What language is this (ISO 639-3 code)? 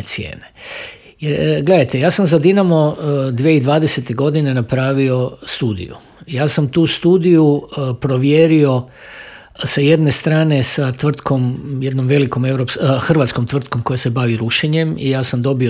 hrv